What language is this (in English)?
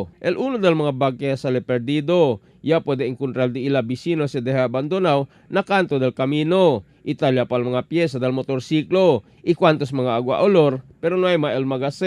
Chavacano